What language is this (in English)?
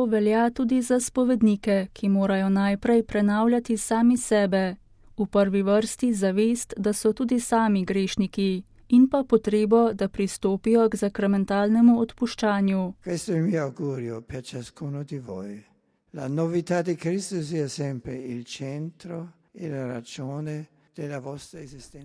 Slovenian